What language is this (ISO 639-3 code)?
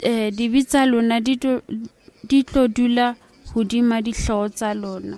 sot